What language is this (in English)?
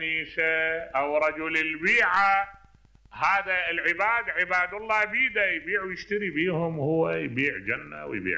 Mesopotamian Arabic